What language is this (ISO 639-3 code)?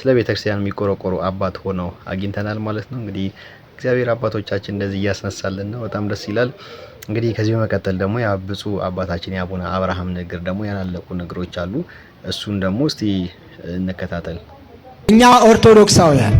amh